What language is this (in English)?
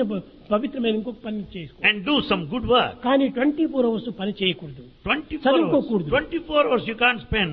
Telugu